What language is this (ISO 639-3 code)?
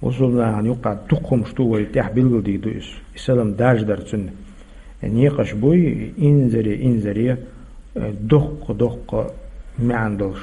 che